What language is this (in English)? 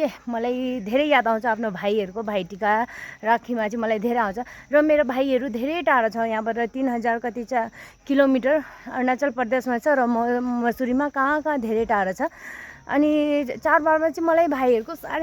Nepali